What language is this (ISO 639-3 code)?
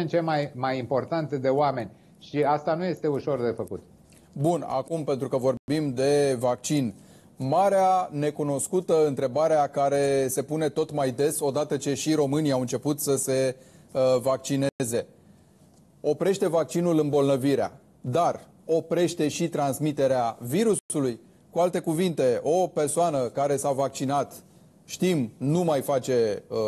ron